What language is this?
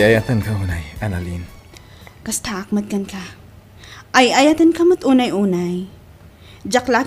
Iloko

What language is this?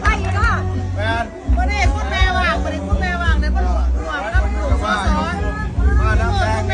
Northeastern Thai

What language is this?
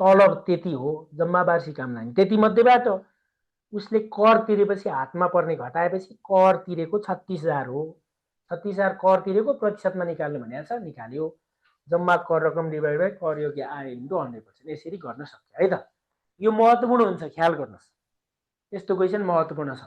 Nepali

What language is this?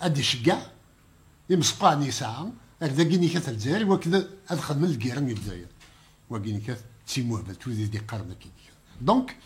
Kabyle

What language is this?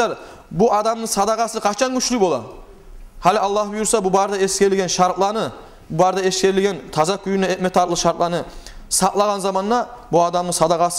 Kumyk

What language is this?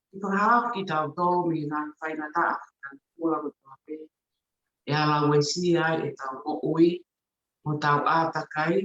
Tongan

